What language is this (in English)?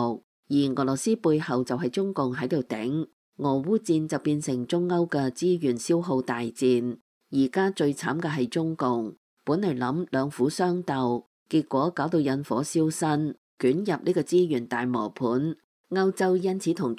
Cantonese